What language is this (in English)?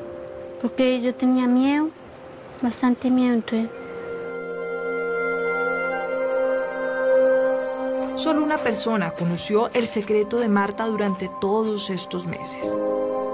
Spanish